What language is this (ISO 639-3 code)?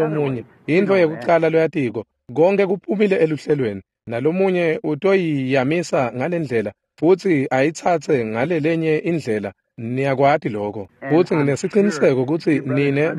ssw